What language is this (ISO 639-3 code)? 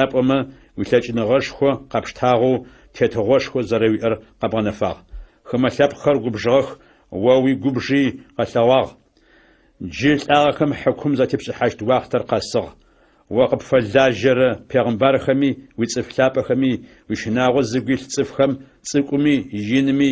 ady